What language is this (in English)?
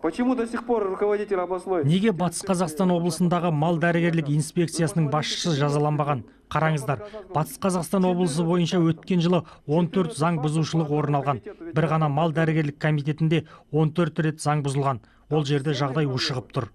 Kazakh